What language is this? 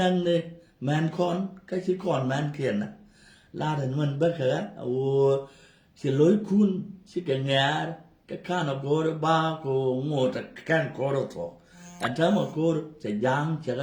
Nuer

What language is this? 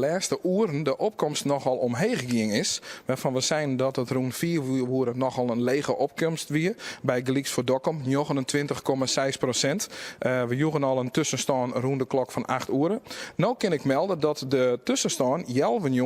Western Frisian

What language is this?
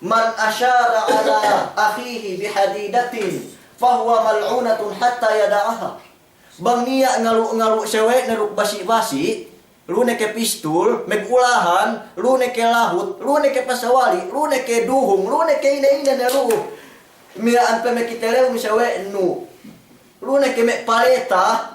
Yakan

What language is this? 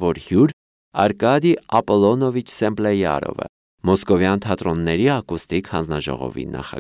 Armenian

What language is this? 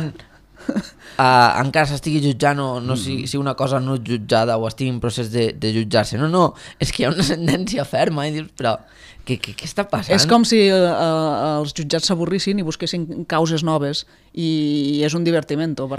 Catalan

